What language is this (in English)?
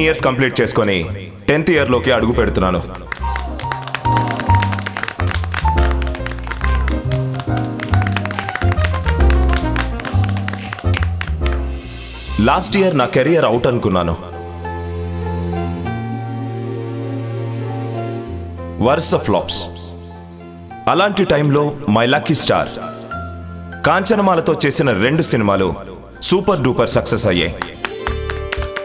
Telugu